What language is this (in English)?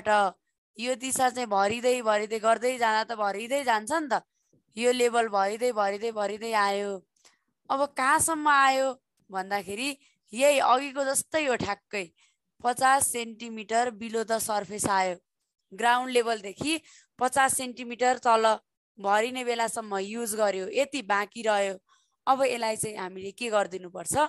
Nepali